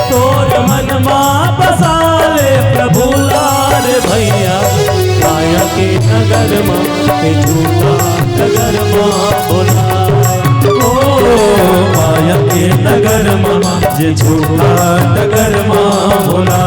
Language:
Chhattisgarhi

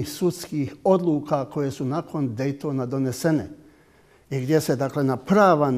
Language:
Bosnian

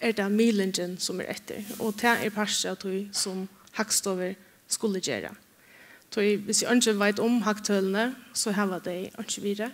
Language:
Faroese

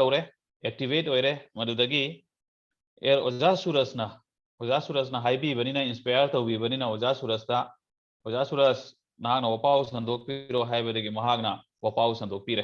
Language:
Manipuri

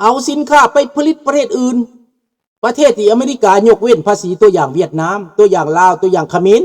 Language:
Lao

